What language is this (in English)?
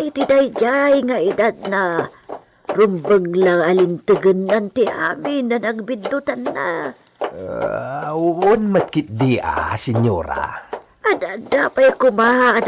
Iloko